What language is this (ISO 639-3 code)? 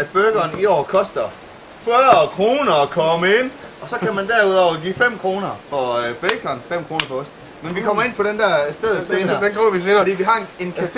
dan